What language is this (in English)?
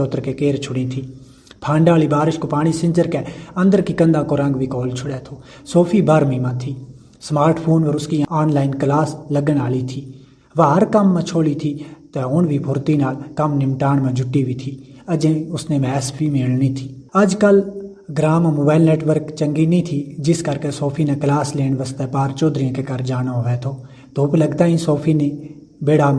Gujari